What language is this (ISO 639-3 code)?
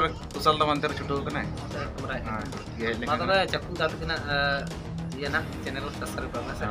sat